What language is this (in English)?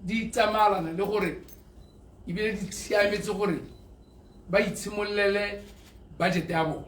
Tswana